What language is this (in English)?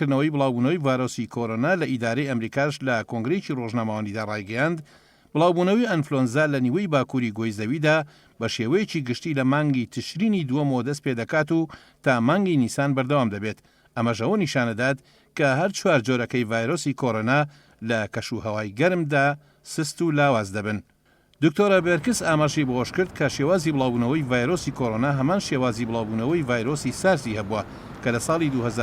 Central Kurdish